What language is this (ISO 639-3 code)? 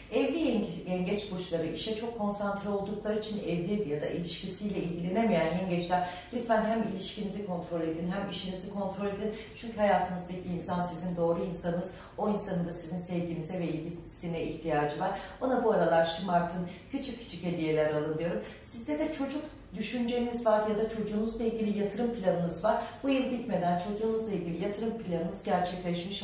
tur